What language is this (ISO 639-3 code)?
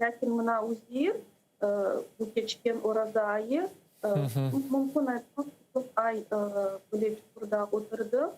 crh